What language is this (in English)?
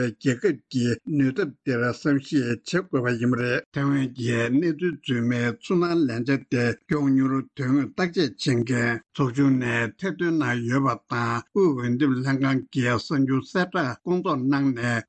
Tibetan